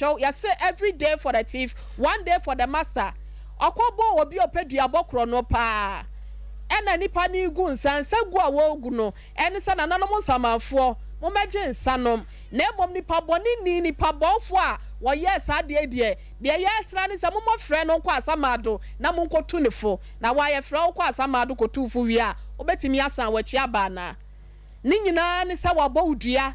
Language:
Akan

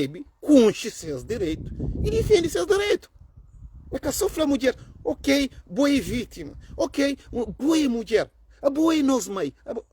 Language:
Kabuverdianu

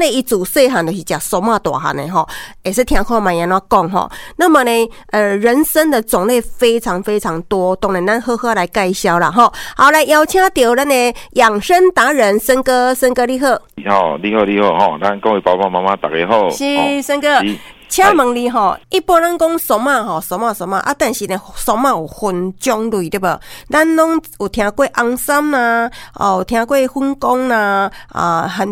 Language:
Min Nan Chinese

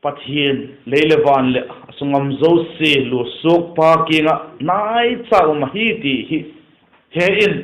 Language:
Vaiphei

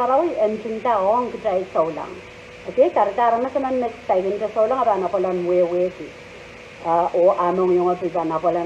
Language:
Pohnpeian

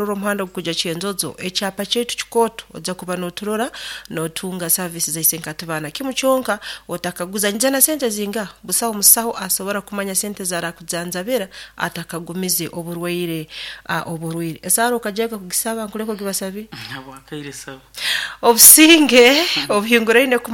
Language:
Nyoro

